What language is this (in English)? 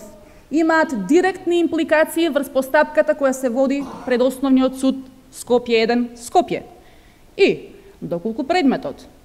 Macedonian